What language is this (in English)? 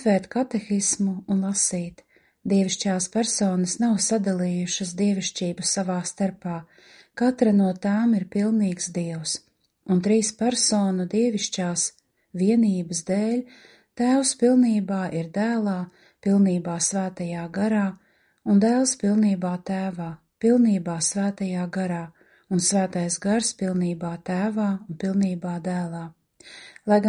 Latvian